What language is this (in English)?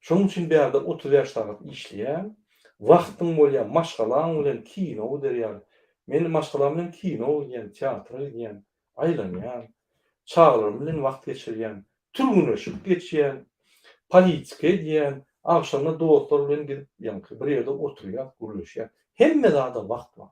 Turkmen